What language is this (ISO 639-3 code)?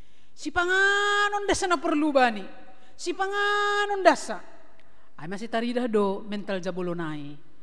bts